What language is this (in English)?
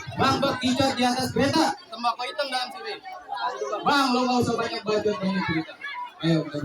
Betawi